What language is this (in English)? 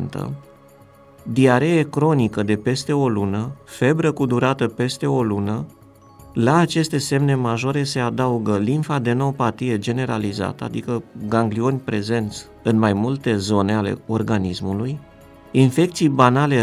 Romanian